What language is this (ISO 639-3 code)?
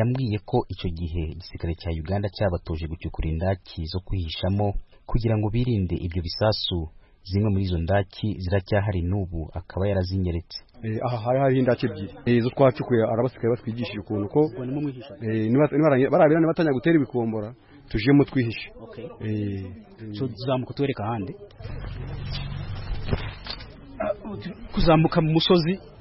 kin